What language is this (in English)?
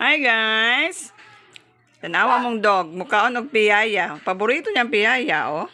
Cebuano